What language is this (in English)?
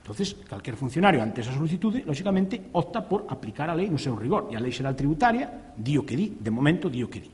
Galician